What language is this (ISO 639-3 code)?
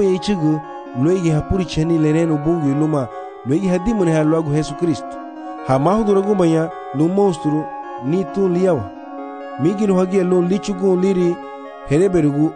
cab